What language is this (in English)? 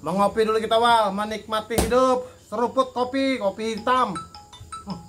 Banjar